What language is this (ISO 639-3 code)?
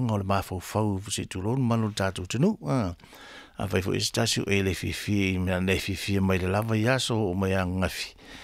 smo